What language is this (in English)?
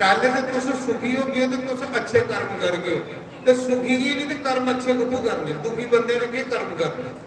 Dogri